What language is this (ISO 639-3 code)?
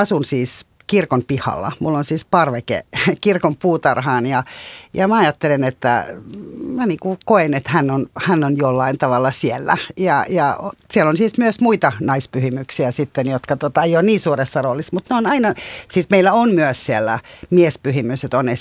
fin